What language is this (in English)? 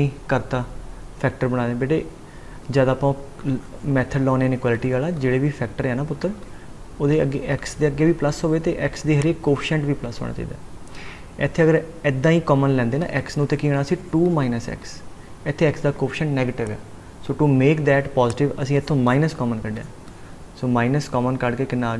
Punjabi